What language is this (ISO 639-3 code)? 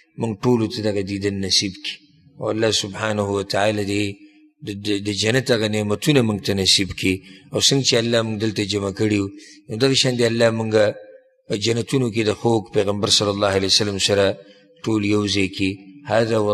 pus